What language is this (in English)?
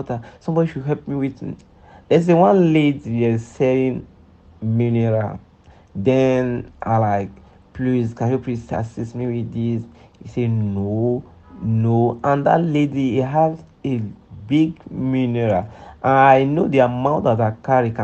Nigerian Pidgin